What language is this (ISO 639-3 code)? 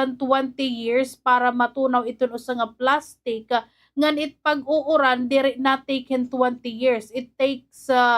war